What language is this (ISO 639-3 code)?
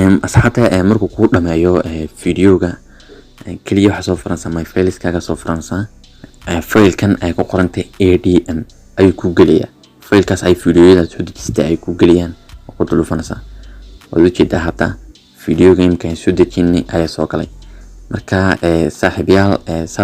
som